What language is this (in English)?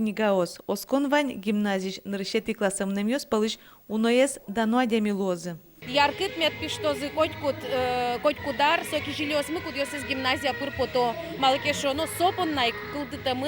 Udmurt